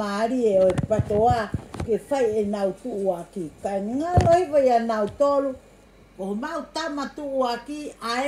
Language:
Tongan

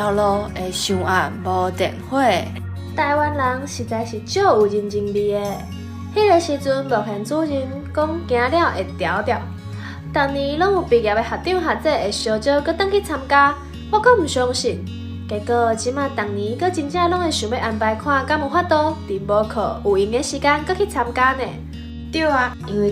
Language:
Min Nan Chinese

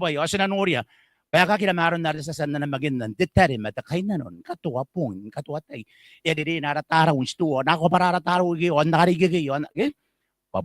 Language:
Gilbertese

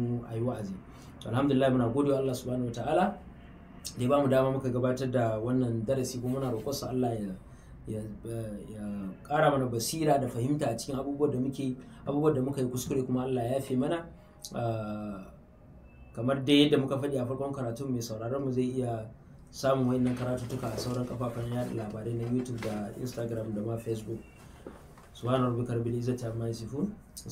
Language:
Hausa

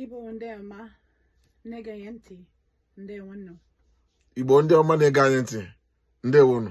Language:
Igbo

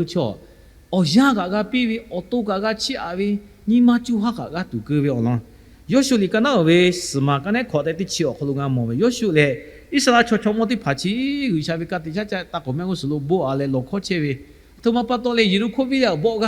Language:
Lahu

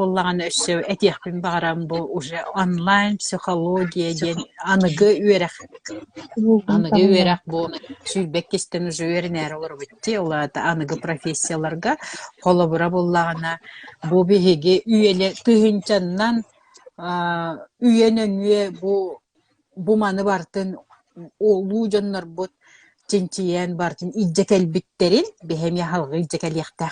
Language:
Yakut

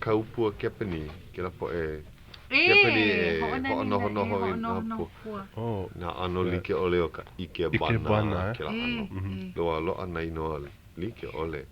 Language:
Hawaiian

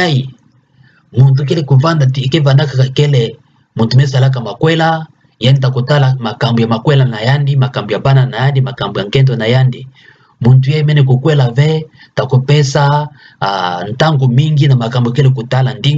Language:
Kituba (Democratic Republic of Congo)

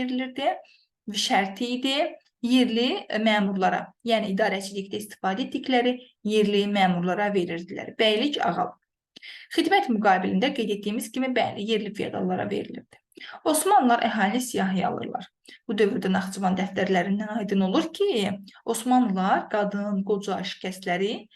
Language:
Azerbaijani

